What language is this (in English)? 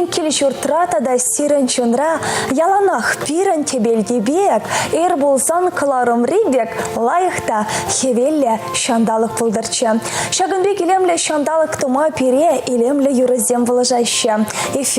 Chuvash